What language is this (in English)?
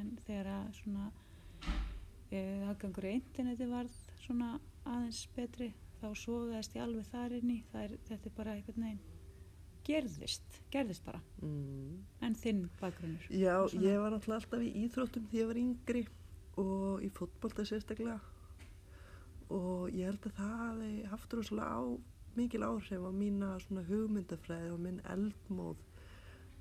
Icelandic